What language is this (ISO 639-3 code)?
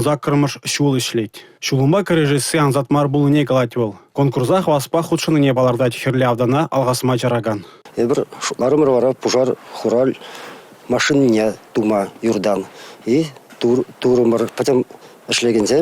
chv